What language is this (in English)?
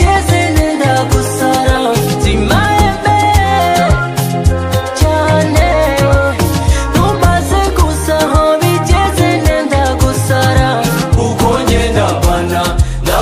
Kinyarwanda